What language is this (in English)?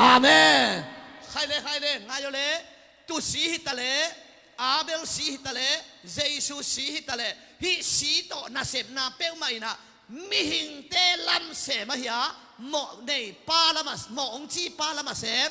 Tedim Chin